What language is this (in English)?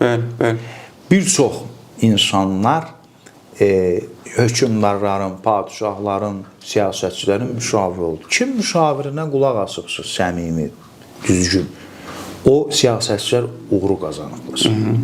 Azerbaijani